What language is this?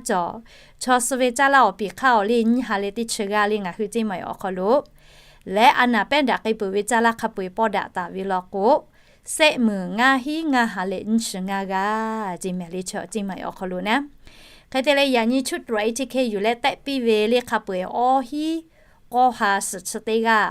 Lahu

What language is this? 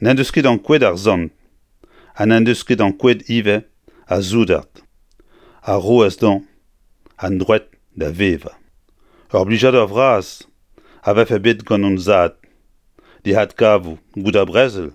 Breton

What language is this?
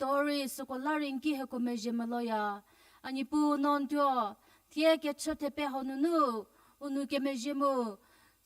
Angami Naga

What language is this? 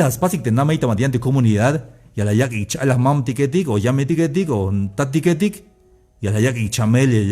Tzeltal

